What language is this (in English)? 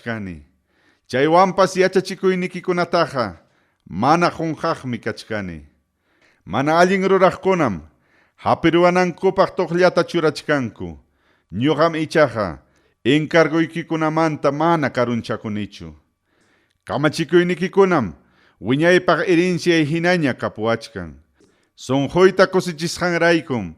Ayacucho Quechua